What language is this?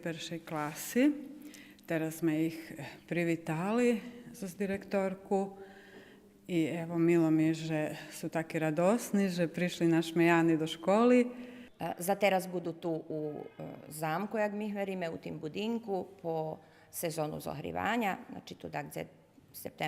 Rusyn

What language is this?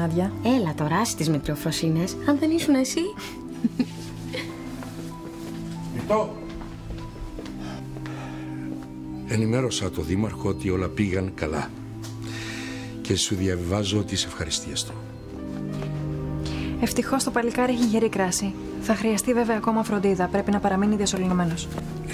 Greek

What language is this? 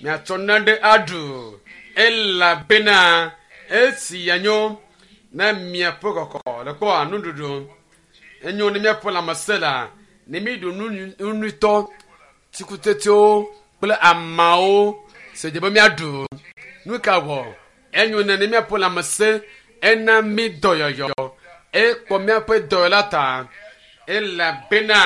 Ewe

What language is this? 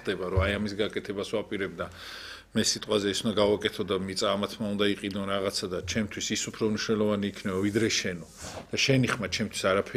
Georgian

